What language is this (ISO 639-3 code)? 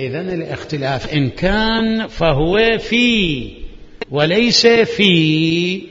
acm